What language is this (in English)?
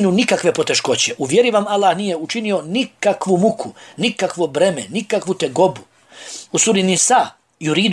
Bosnian